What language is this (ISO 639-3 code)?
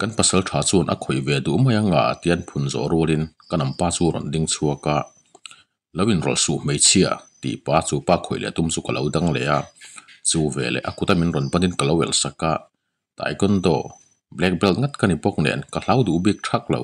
lus